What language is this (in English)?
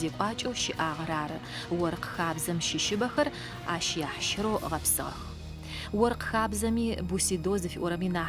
Adyghe